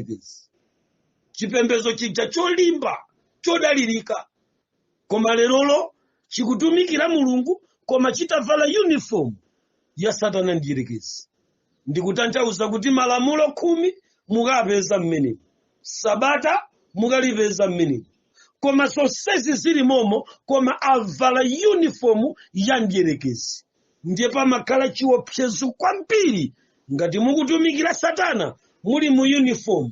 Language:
Nyanja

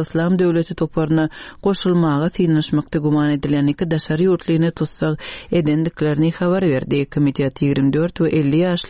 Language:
Turkmen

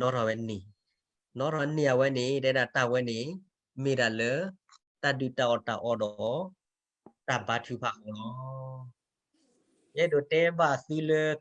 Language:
S'gaw Karen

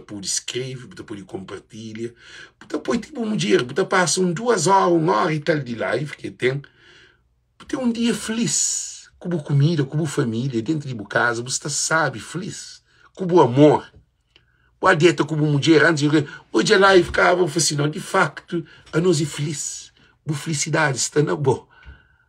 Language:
Kabuverdianu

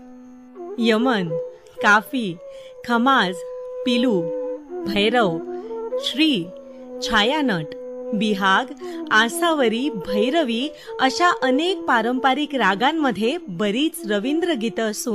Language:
Marathi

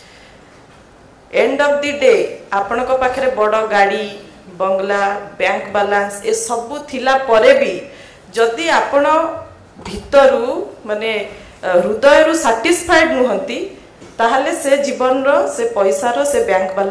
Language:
Odia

